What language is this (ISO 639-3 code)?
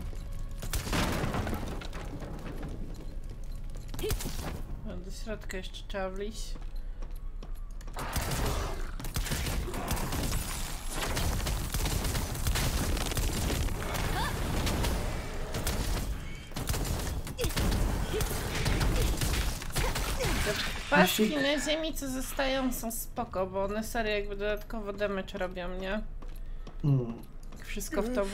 pol